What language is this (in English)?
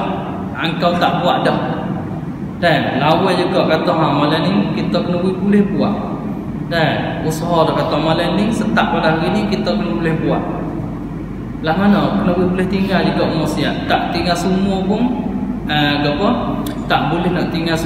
Malay